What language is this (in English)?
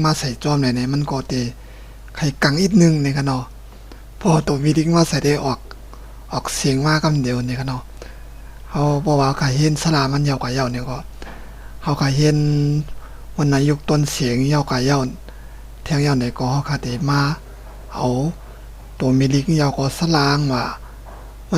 Shan